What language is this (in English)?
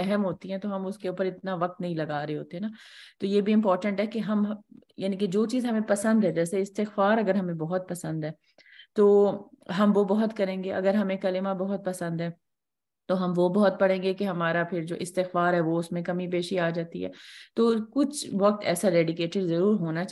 Urdu